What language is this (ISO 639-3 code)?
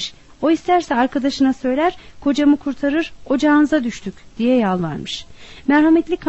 tur